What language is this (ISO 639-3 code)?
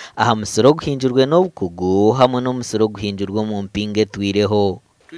nyn